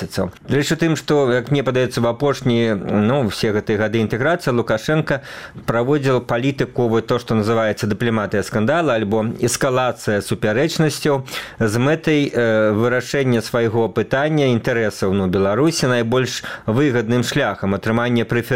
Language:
Belarusian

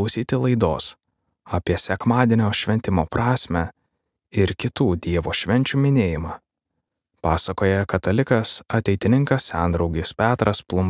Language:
Lithuanian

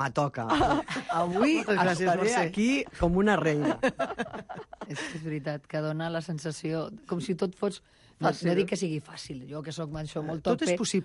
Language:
Catalan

